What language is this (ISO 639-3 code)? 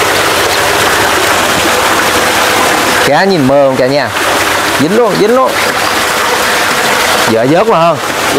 vie